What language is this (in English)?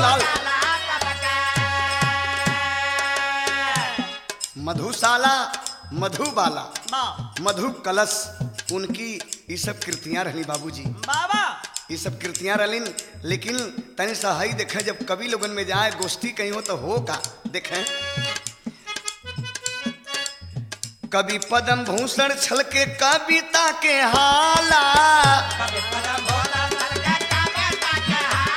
Bhojpuri